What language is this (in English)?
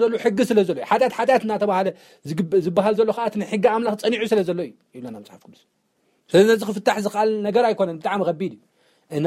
Tigrinya